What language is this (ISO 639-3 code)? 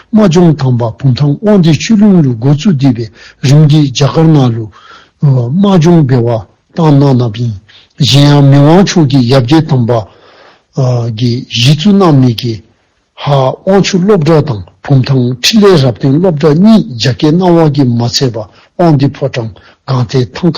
dzo